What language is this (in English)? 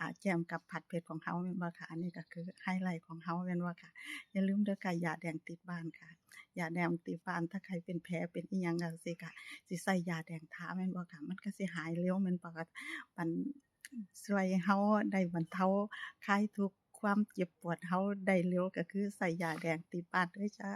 Lao